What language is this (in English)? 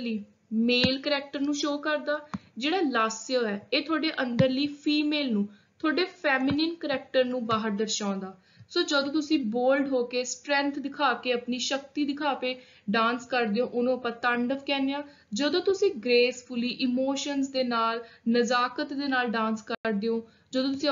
Punjabi